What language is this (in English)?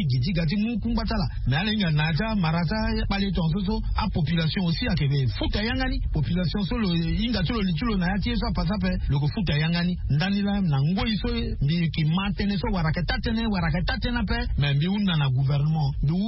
Sango